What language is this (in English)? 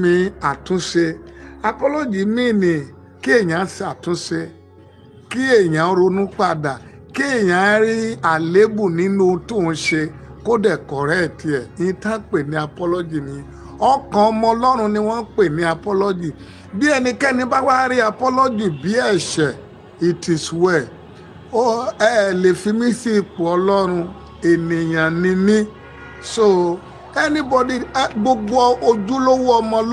Yoruba